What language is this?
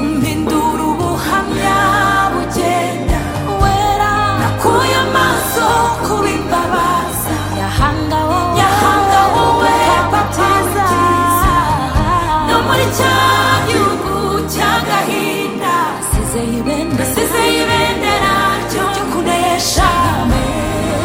Kinyarwanda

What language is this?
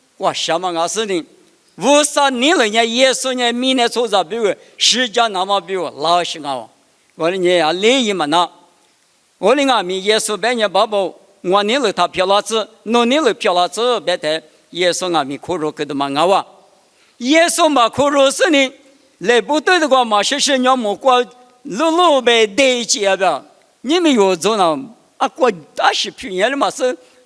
Lisu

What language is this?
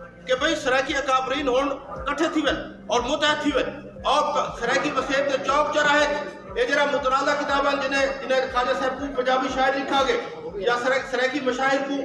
Saraiki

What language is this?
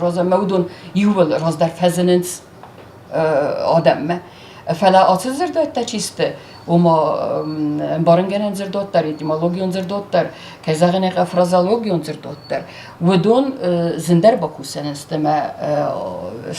Ossetic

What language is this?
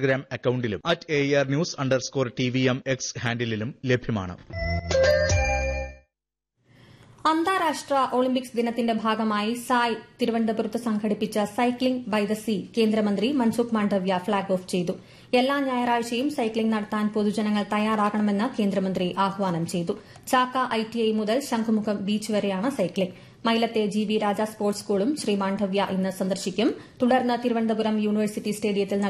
Malayalam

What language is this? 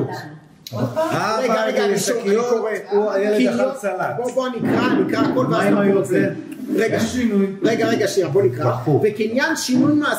Hebrew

